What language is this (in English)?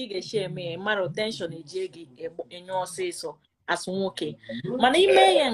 Igbo